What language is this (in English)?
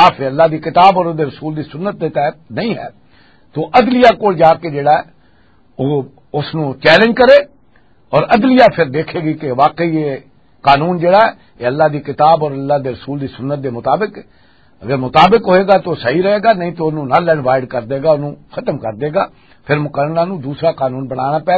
Western Panjabi